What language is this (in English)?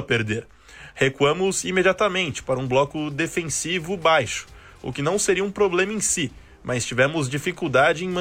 Portuguese